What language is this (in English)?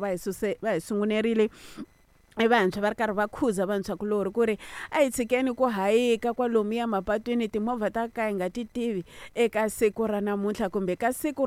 Tsonga